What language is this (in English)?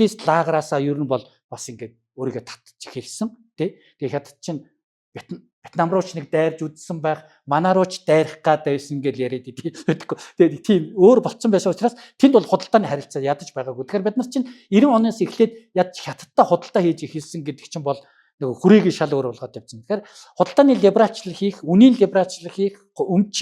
Mongolian